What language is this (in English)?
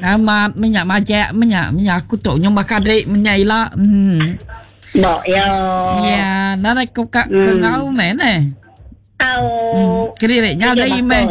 Iban